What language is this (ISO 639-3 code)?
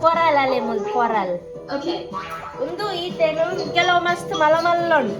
tcy